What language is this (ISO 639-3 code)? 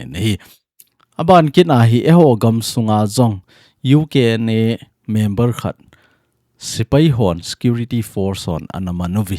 tcz